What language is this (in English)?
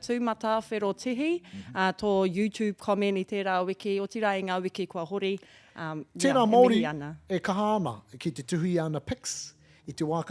Māori